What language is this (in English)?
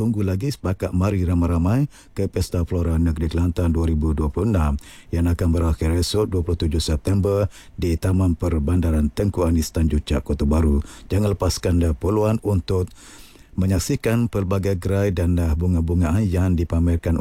Malay